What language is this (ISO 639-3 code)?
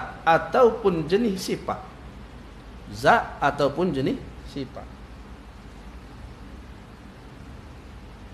msa